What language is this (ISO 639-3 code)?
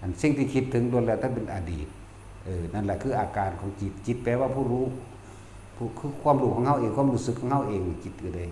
tts